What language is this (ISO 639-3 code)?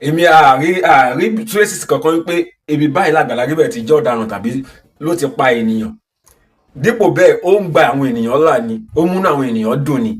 yor